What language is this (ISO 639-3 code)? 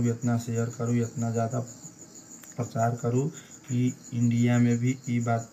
bho